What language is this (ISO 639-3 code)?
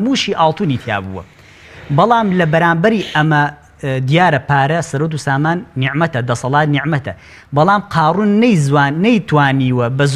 ckb